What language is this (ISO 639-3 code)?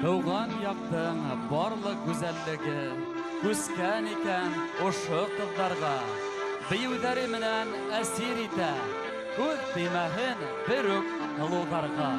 bak